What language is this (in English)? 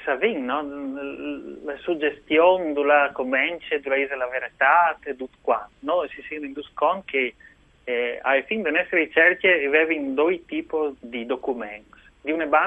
Friulian